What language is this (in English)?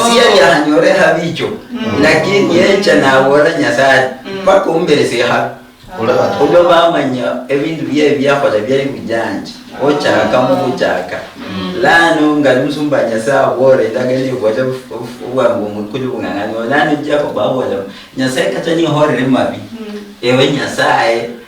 Luyia